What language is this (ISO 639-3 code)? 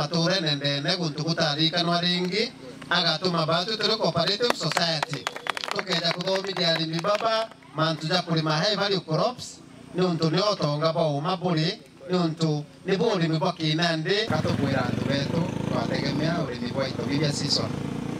mer